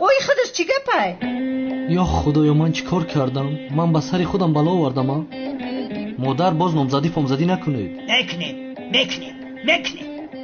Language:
Tajik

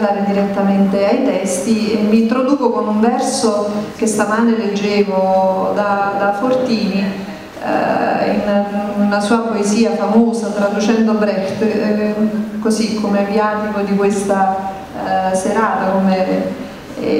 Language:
Italian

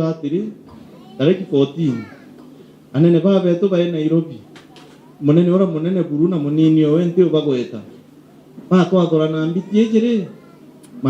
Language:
Meru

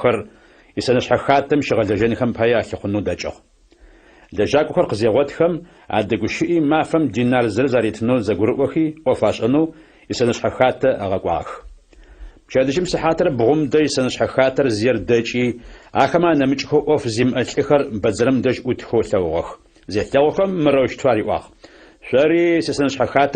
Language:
Adyghe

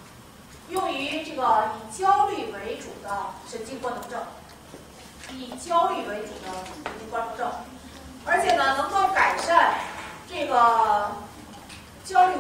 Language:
Chinese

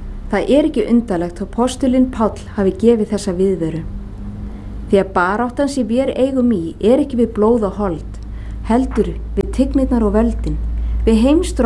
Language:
Icelandic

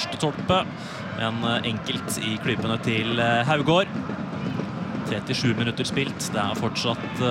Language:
Norwegian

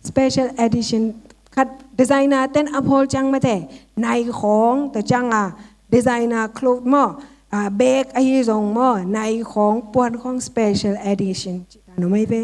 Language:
Tedim Chin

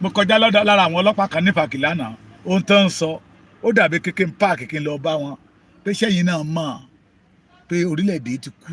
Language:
Yoruba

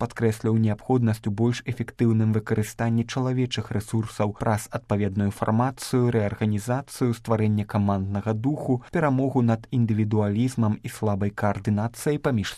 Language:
Belarusian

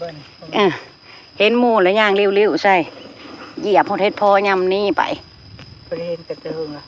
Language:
Northeastern Thai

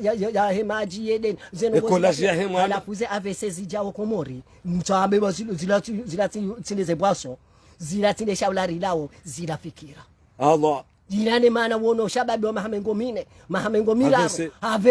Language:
Ngazidja Comorian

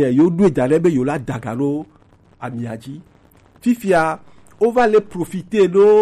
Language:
Gen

